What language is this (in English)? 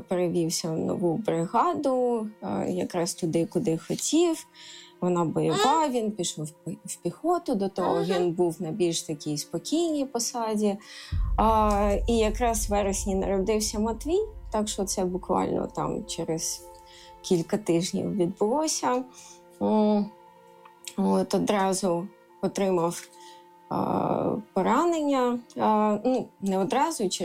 Ukrainian